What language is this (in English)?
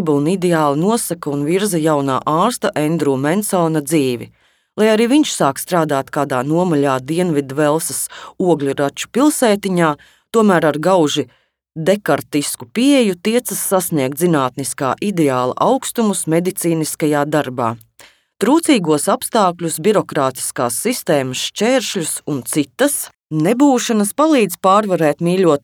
Latvian